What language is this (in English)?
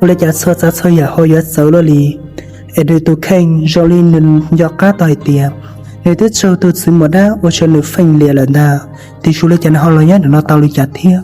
Hmong